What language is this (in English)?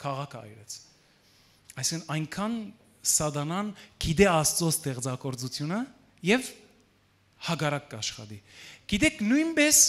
Western Armenian